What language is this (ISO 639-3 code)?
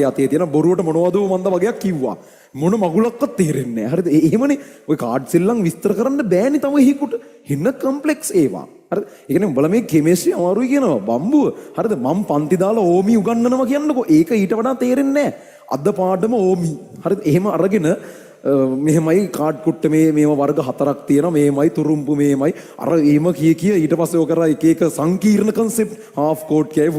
sin